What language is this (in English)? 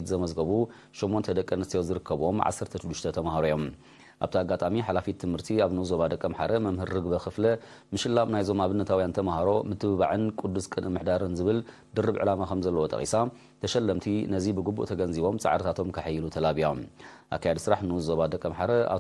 Tigrinya